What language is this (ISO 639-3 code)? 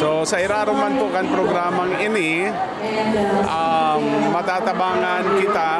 bik